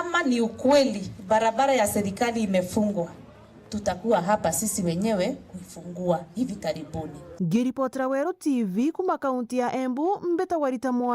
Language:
Meru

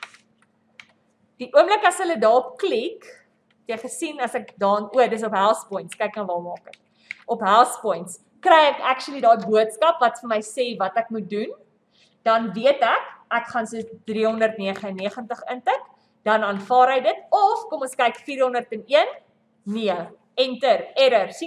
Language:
Afrikaans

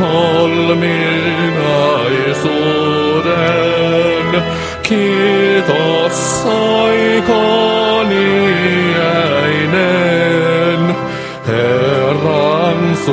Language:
Finnish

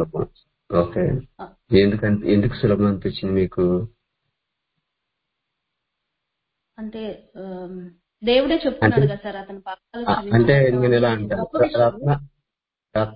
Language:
Telugu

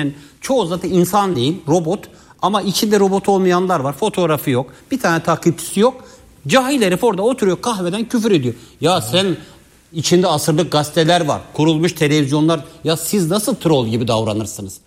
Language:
Turkish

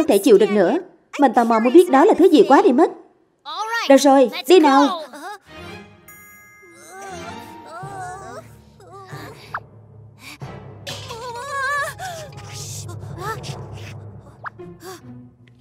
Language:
Vietnamese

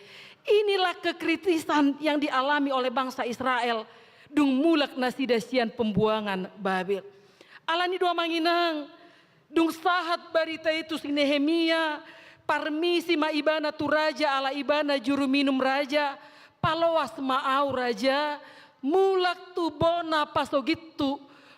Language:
Batak Toba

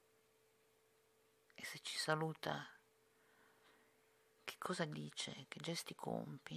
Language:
Italian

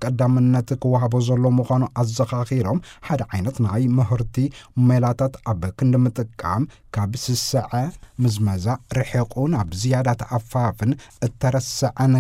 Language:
Tigrinya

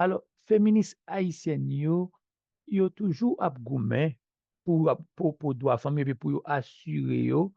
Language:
Haitian Creole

